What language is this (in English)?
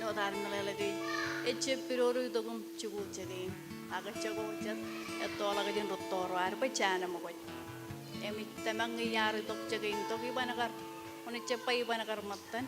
Marshallese